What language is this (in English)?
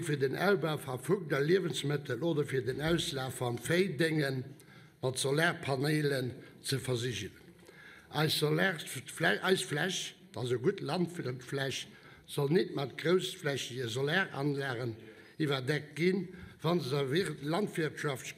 Luxembourgish